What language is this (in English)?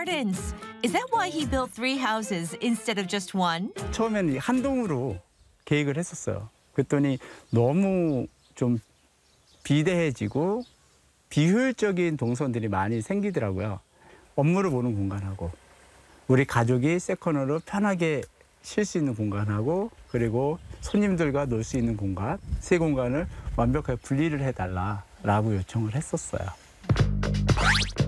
Korean